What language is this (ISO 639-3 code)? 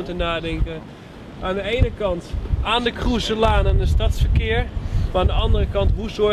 nld